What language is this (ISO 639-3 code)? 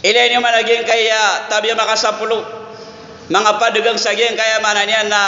mrw